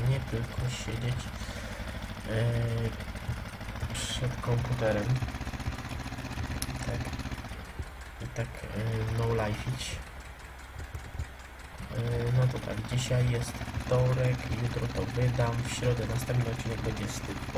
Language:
Polish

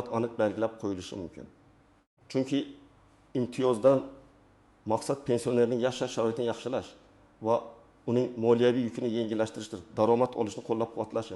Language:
Uzbek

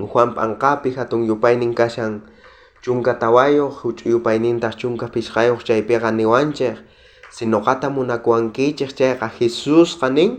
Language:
South Bolivian Quechua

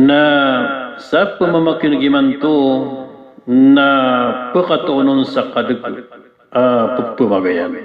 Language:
Maranao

